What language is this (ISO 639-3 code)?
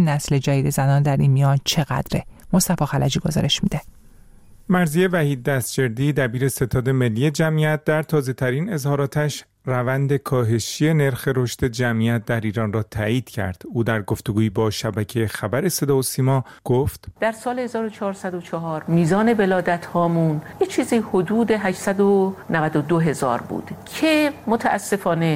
fas